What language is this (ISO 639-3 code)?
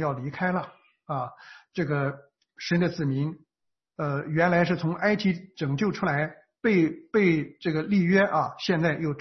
zho